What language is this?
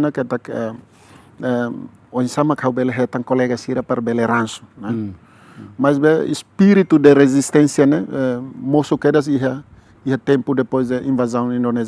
Tetum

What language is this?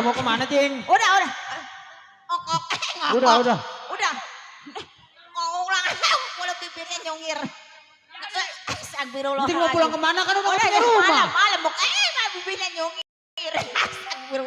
Betawi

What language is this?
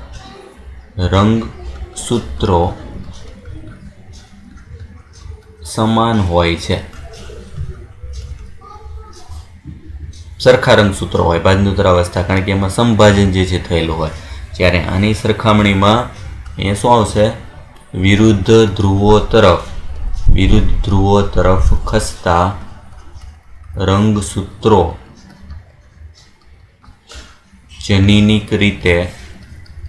Gujarati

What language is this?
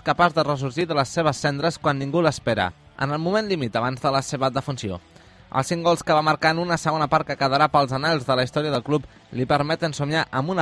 Catalan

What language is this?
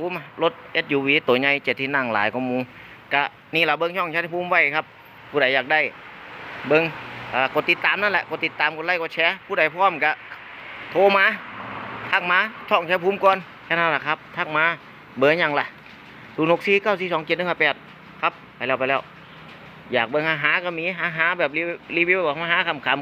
Northeastern Thai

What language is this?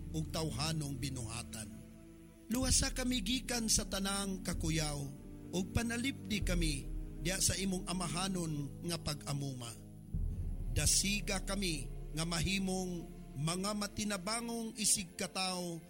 Cebuano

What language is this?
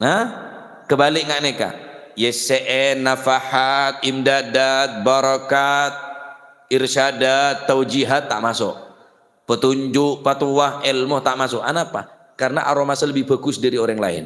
Madurese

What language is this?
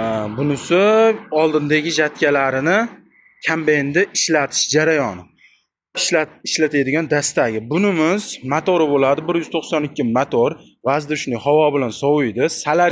Uzbek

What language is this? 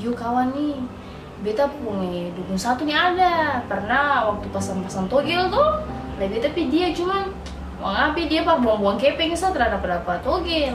Ambonese Malay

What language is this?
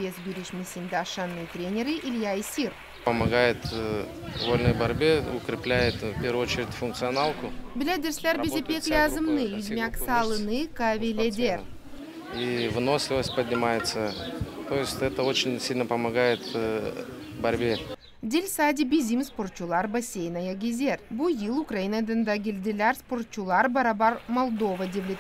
Gagauz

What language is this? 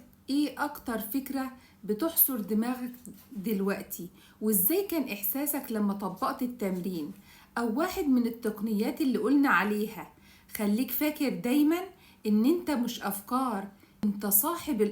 Egyptian Arabic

